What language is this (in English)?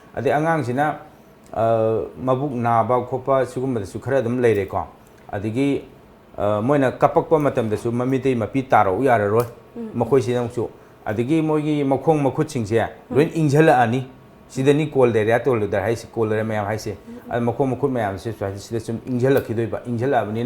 Manipuri